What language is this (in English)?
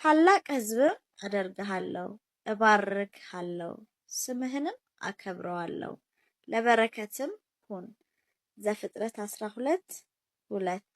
Amharic